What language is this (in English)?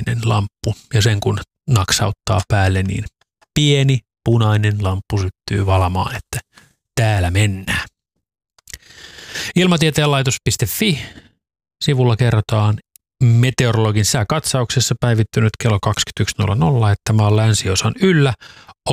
Finnish